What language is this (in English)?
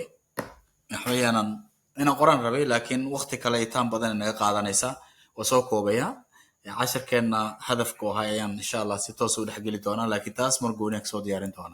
Somali